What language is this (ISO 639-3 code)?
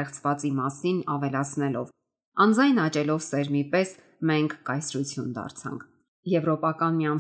hye